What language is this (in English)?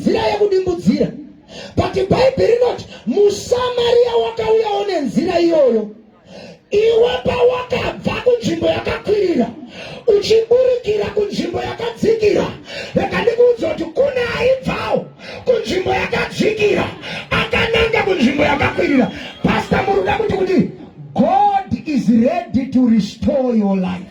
Shona